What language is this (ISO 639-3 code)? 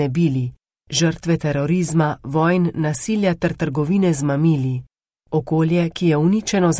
slv